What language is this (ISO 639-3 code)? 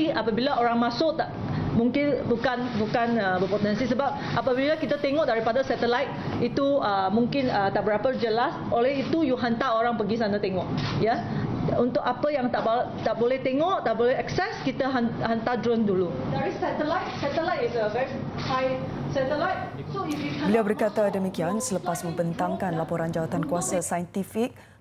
msa